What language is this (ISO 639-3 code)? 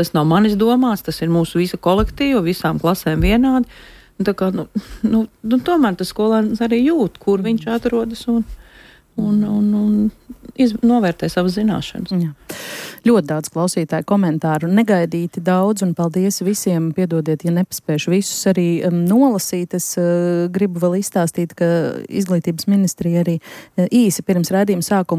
lav